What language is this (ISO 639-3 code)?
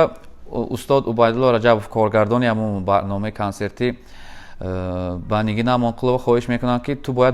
tgk